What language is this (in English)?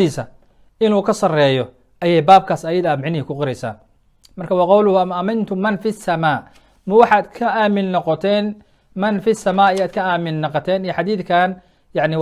Somali